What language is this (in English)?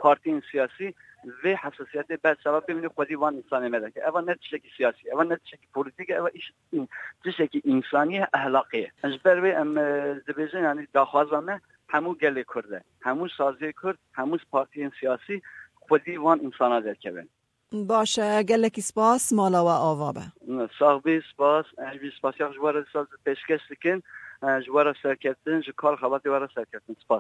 Kurdish